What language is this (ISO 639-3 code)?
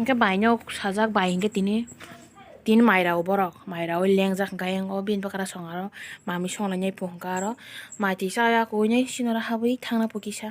trp